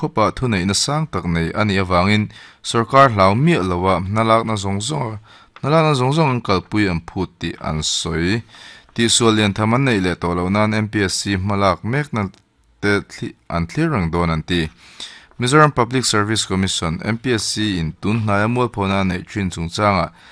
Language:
Mizo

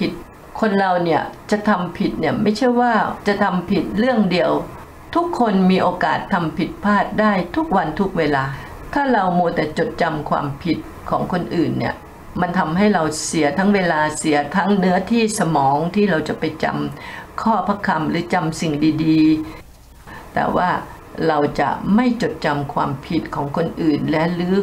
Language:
Thai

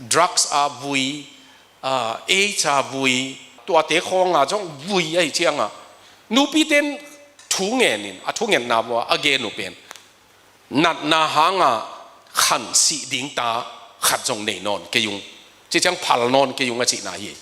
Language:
Tedim Chin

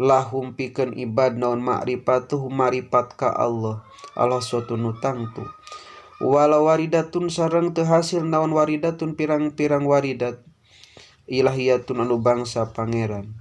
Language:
Sundanese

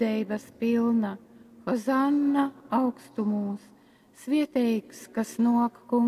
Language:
Latgalian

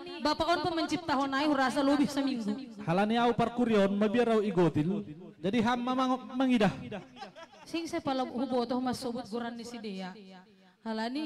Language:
Batak Simalungun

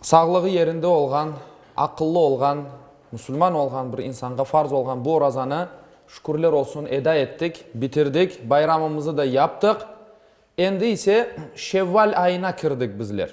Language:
Crimean Tatar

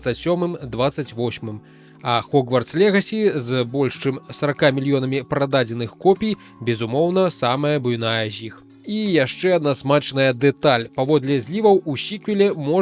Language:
Belarusian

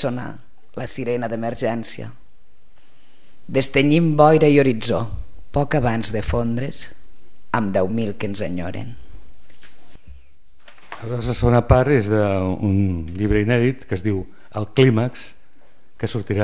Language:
Catalan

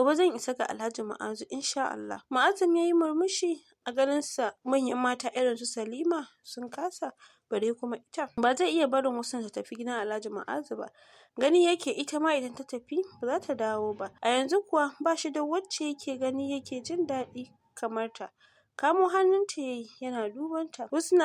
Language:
Hausa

